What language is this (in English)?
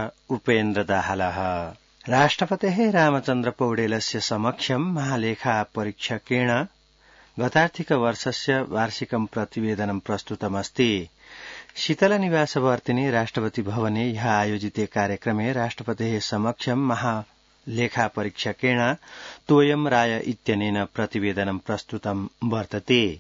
Sanskrit